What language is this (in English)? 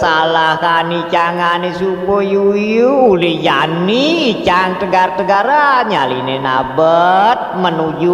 Balinese